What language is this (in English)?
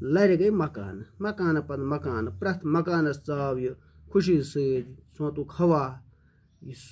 Kashmiri